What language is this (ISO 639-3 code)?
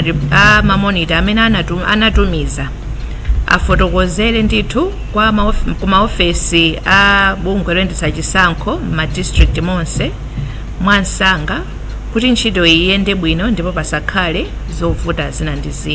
nya